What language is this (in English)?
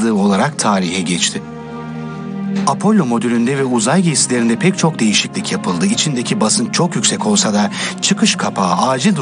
Turkish